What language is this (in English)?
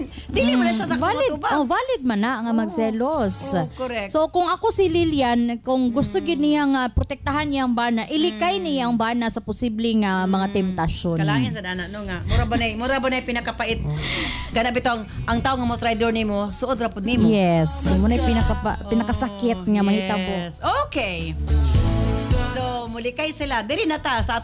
Cebuano